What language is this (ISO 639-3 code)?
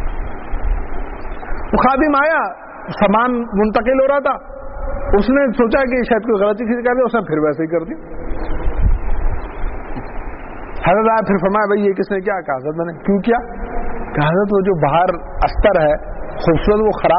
urd